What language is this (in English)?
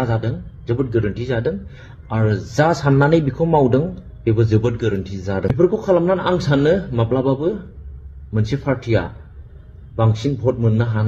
Bodo